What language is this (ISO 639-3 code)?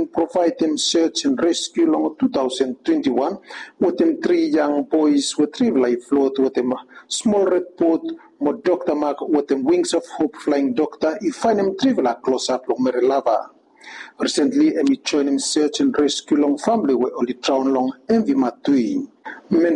bis